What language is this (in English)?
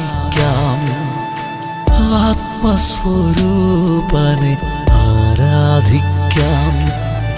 Malayalam